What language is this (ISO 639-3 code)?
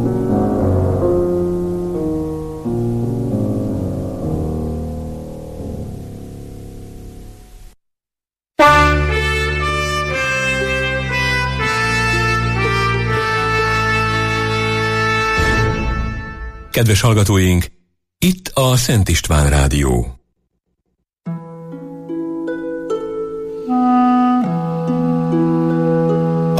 hun